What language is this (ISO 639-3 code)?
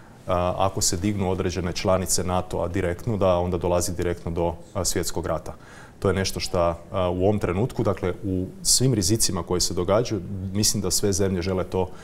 hrv